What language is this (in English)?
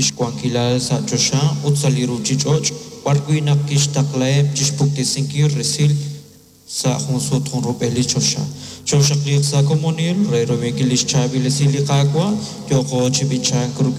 Kekchí